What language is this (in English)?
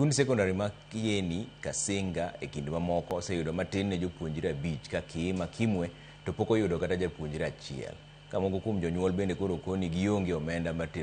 Luo (Kenya and Tanzania)